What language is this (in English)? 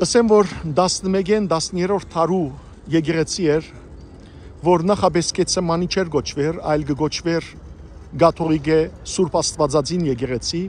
Western Armenian